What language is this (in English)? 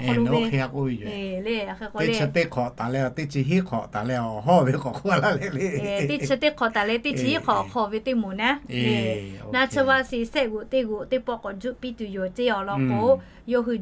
Lahu